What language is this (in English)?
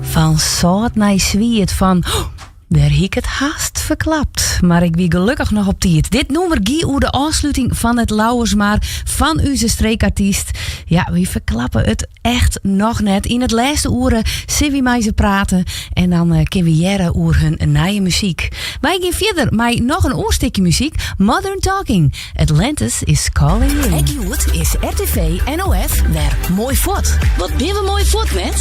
Western Frisian